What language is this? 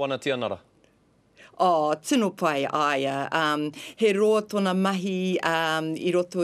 Māori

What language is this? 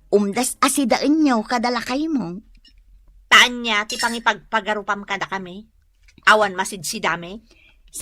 Iloko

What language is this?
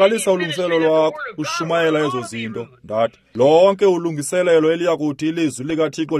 Xhosa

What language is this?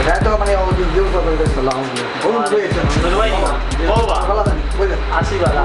Sylheti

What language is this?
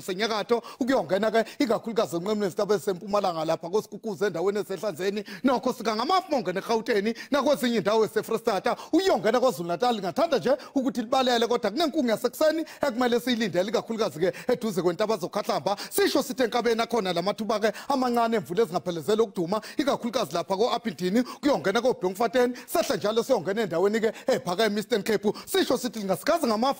Zulu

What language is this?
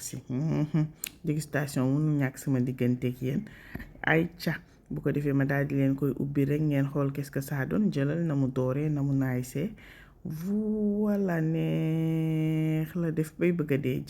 Wolof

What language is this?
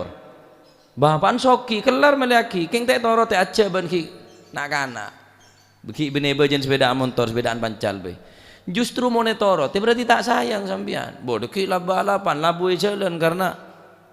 Madurese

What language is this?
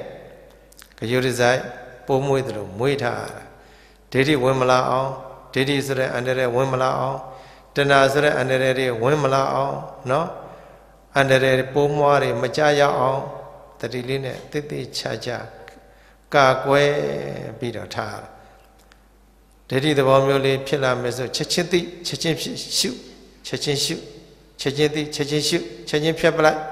Burmese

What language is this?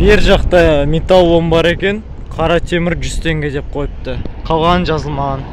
Kazakh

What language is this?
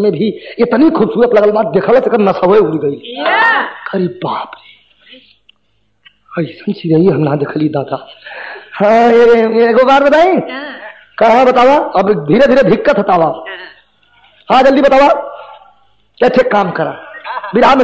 Bhojpuri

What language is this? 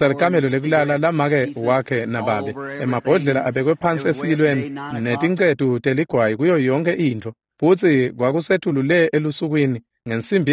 Swati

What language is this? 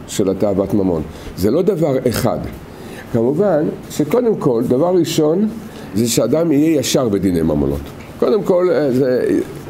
Hebrew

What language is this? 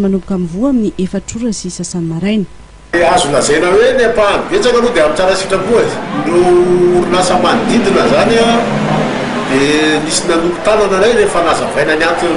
Malagasy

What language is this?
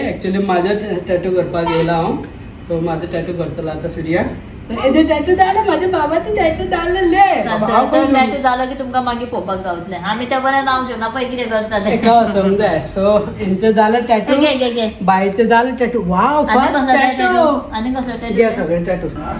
Konkani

